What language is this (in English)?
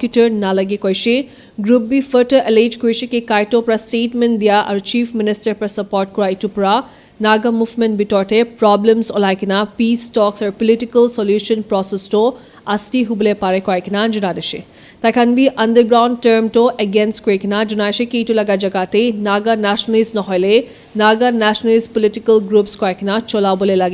Naga Pidgin